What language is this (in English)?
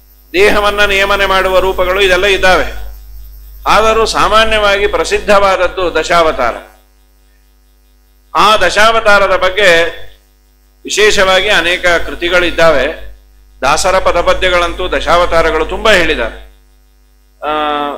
Kannada